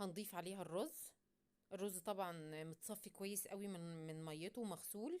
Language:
Egyptian Arabic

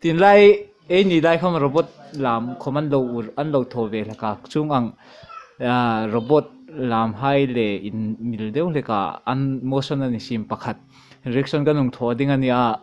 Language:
Hmar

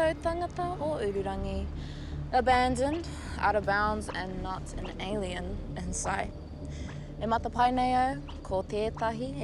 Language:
Māori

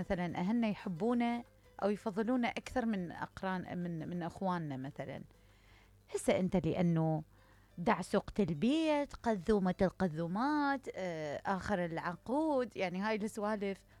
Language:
Mesopotamian Arabic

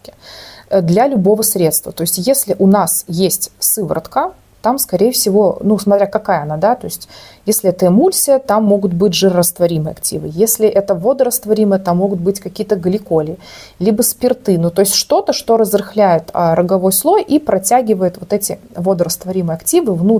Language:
Russian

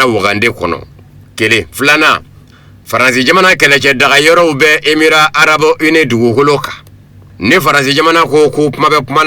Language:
Bambara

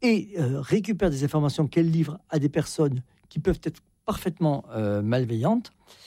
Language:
French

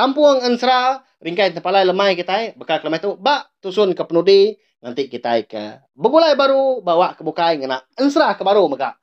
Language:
Iban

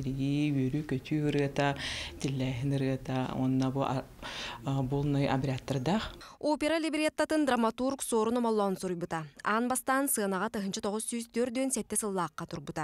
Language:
Yakut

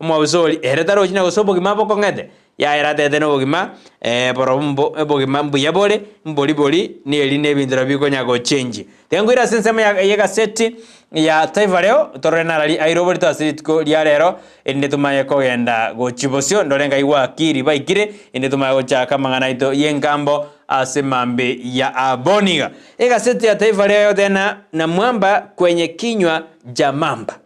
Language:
Gusii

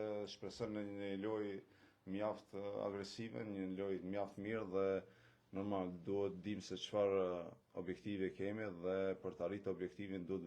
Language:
Albanian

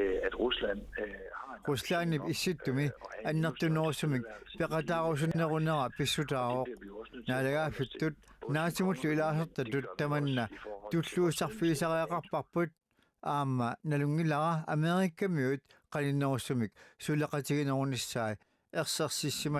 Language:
Kalaallisut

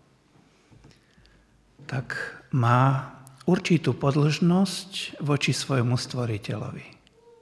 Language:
Slovak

